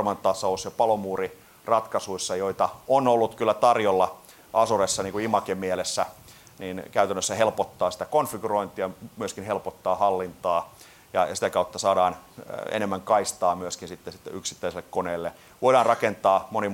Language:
Finnish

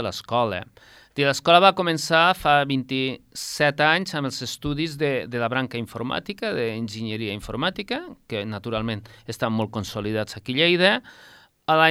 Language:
Catalan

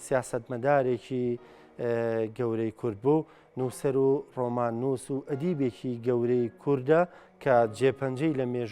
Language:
Central Kurdish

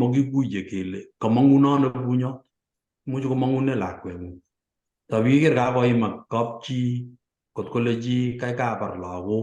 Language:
Kalenjin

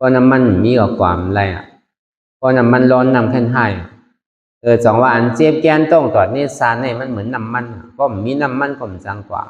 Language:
Shan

